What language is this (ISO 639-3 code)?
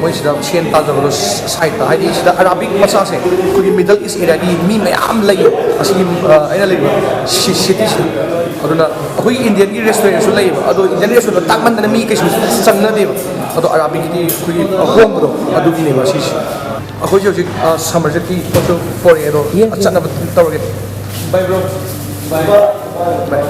mni